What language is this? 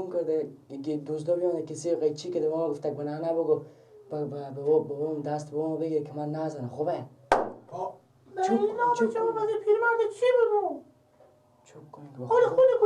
Persian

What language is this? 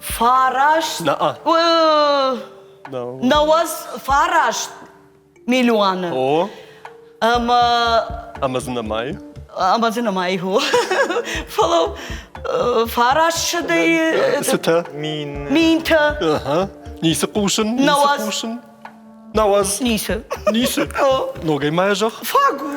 Ossetic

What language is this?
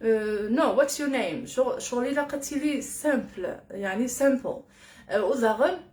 Kabyle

